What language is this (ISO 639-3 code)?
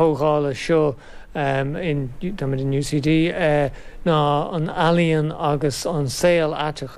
gle